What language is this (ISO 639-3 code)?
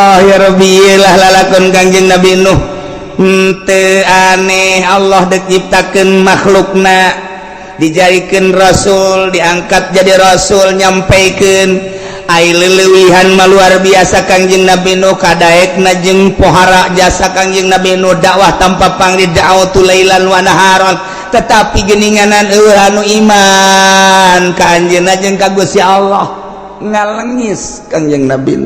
sun